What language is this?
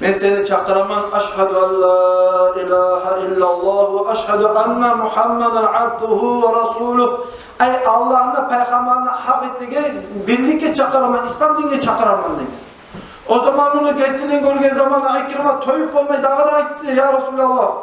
Kumyk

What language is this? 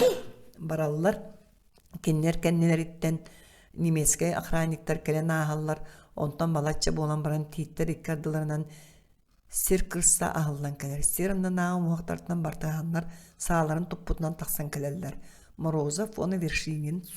Yakut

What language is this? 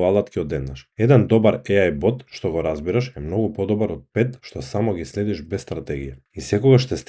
Macedonian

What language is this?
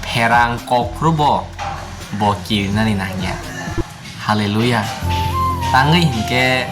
Kok Borok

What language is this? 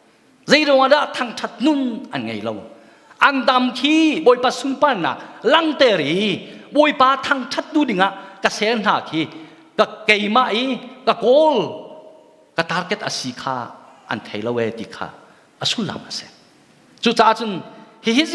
Hakha Chin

